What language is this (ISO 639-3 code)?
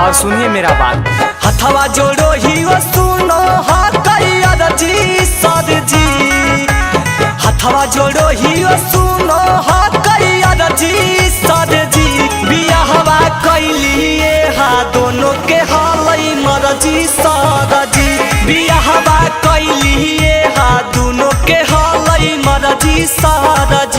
mag